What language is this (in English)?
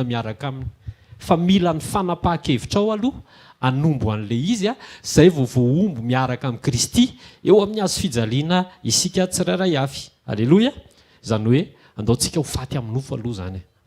Malagasy